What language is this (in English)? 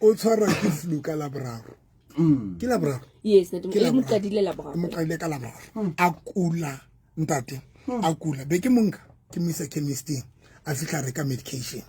Southern Sotho